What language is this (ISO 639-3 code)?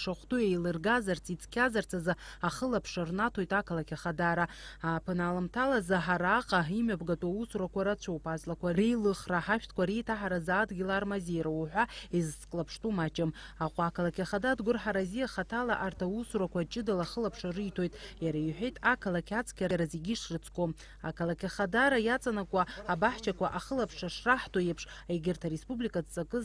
abk